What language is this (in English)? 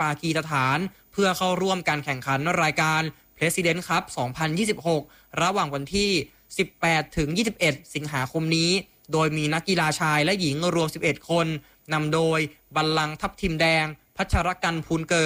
Thai